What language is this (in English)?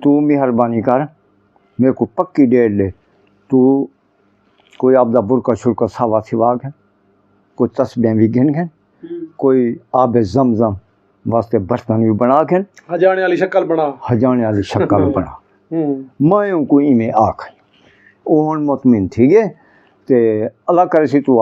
Saraiki